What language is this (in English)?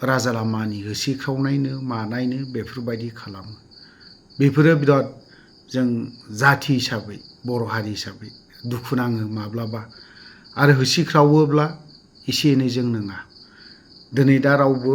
Bodo